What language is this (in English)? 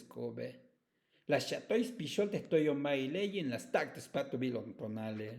Tzotzil